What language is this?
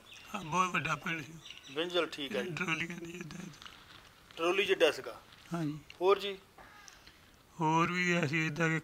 Punjabi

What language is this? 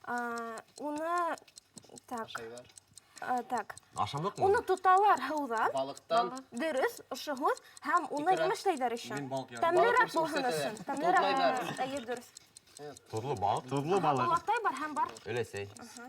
Bashkir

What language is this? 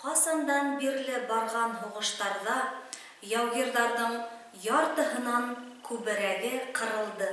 Bashkir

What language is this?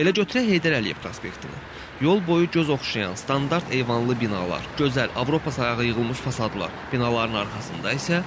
Azerbaijani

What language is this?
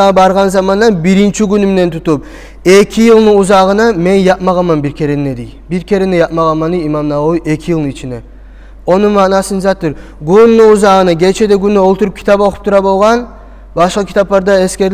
Kumyk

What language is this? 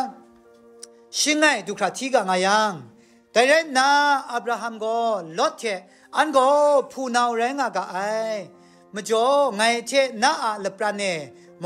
Kachin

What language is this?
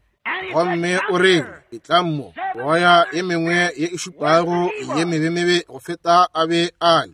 Northern Sotho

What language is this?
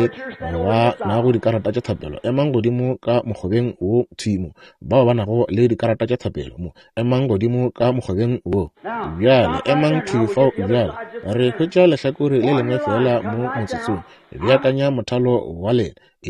Northern Sotho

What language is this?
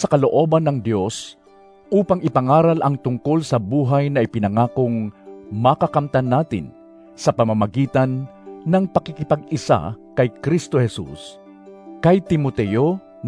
Filipino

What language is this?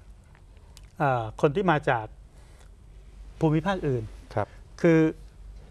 Thai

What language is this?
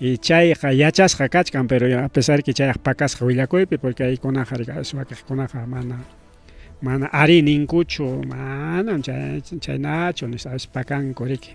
Ayacucho Quechua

